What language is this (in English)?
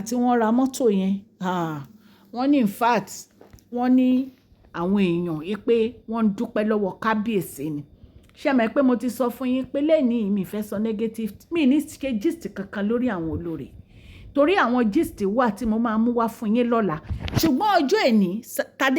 Yoruba